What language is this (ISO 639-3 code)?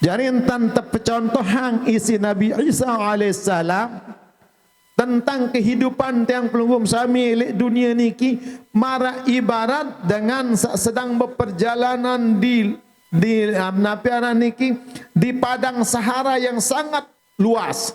sas